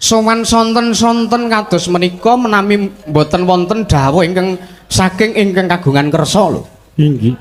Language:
Javanese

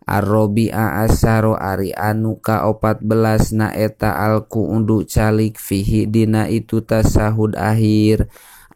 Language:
Sundanese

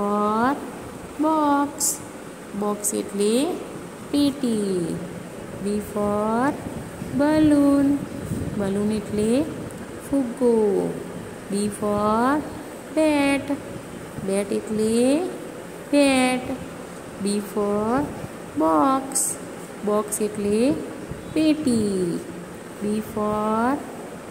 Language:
Gujarati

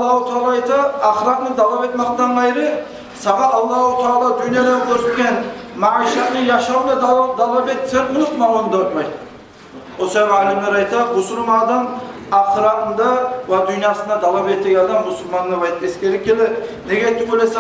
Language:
Kumyk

